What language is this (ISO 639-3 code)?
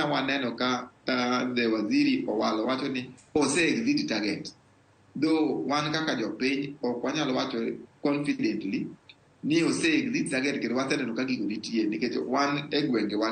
luo